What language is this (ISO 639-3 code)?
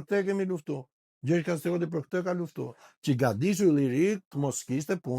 sqi